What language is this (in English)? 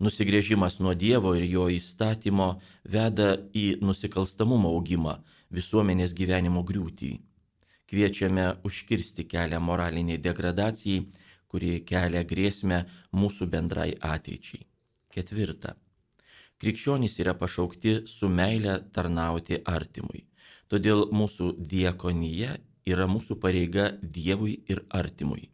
Lithuanian